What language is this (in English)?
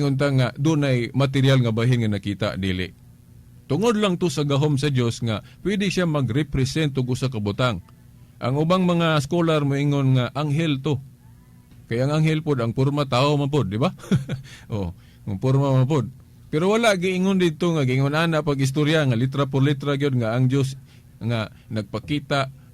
Cebuano